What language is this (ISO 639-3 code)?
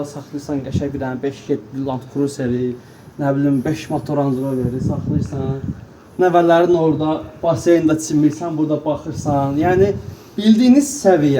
aze